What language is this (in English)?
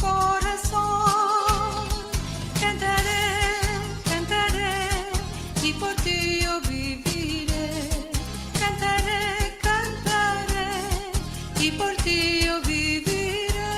Ladino